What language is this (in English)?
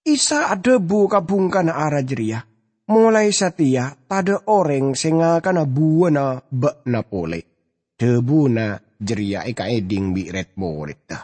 Madurese